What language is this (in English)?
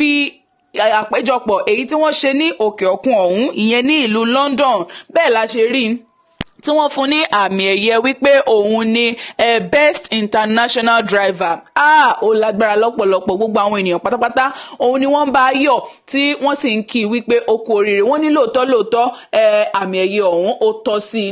Yoruba